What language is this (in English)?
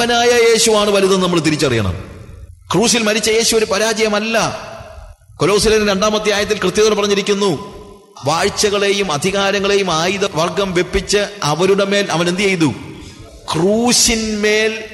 Malayalam